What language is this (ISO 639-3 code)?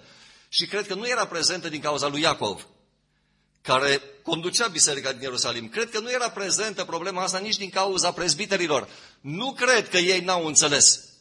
ron